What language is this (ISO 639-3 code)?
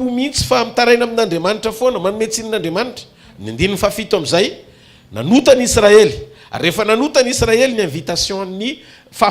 mlg